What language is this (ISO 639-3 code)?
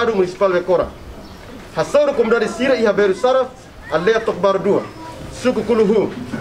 tet